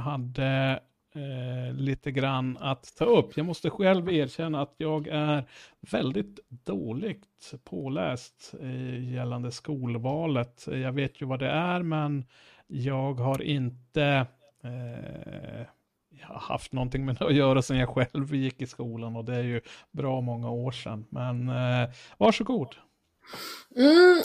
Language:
Swedish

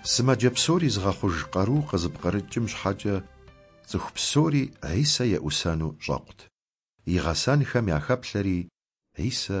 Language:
Kabardian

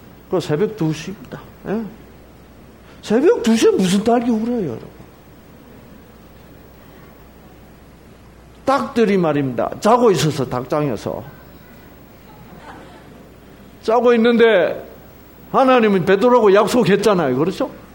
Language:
Korean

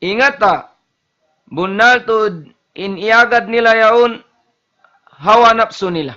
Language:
Tausug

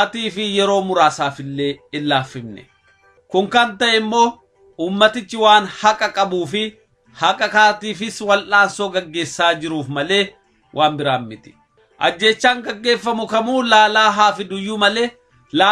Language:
Oromo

